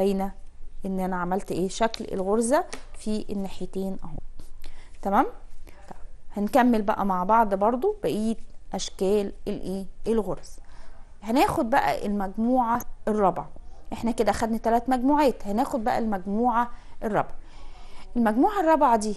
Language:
Egyptian Arabic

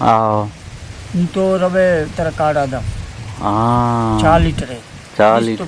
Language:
Eastern Balochi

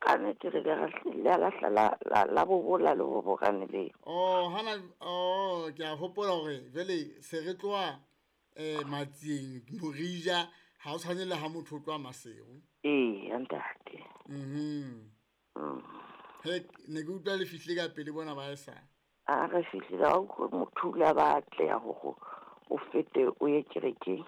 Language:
Southern Sotho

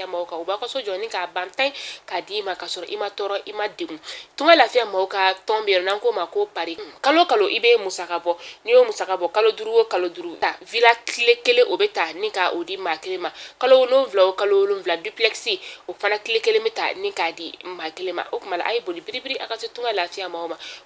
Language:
Bambara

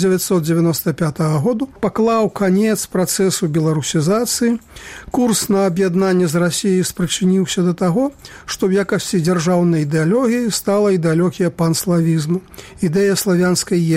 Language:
Belarusian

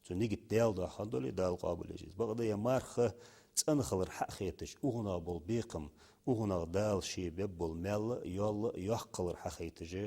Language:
Ingush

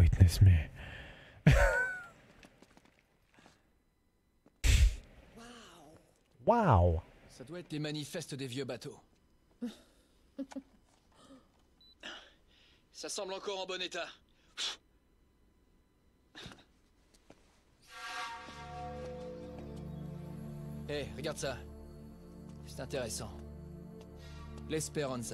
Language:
French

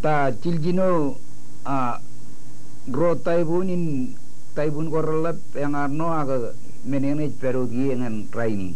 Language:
Marshallese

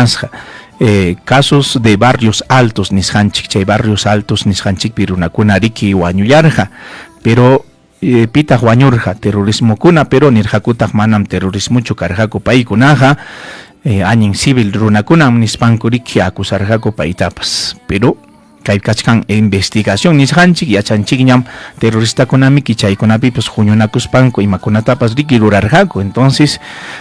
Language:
Ayacucho Quechua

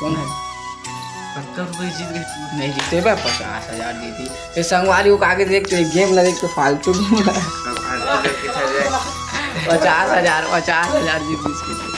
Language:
Chhattisgarhi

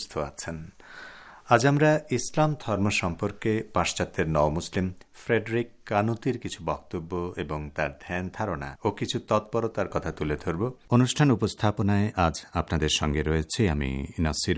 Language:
Bangla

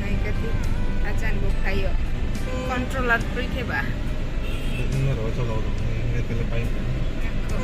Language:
Riang (India)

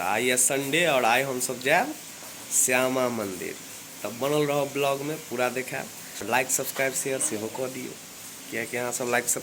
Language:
Maithili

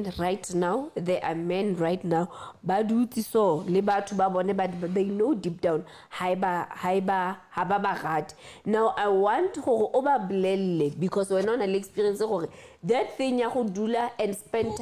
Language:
Southern Sotho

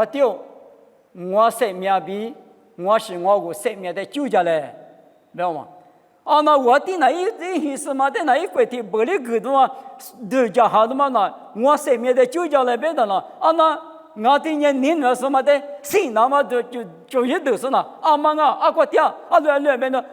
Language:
Lisu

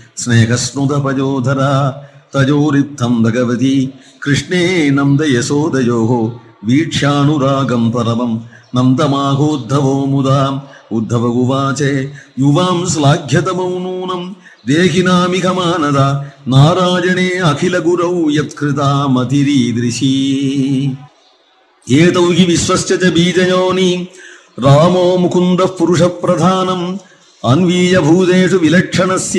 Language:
Sanskrit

